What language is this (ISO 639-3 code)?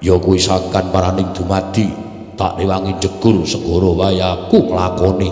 jav